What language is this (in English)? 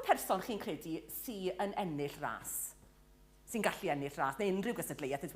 Welsh